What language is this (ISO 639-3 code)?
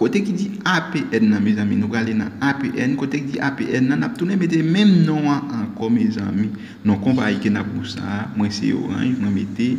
hat